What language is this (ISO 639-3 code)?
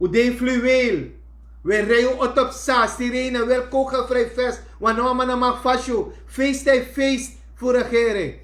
srn